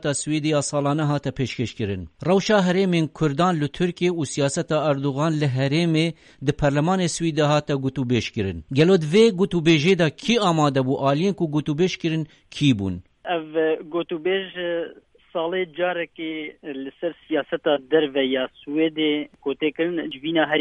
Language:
Kurdish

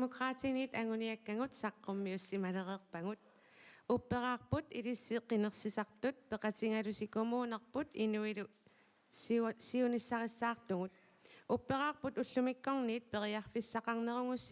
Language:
Kalaallisut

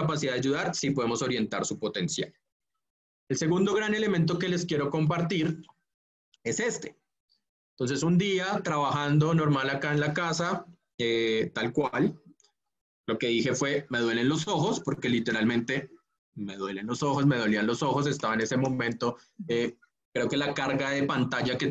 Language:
Spanish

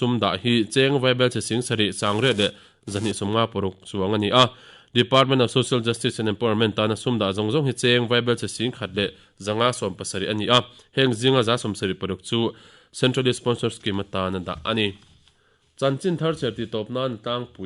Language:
Mizo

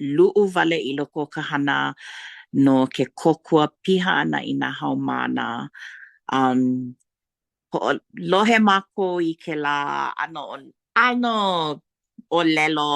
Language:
Hawaiian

